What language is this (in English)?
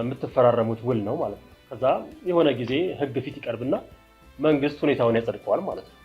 Amharic